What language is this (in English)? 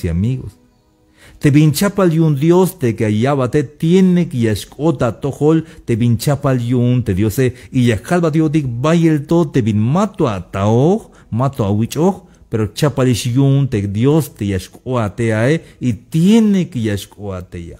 Tzeltal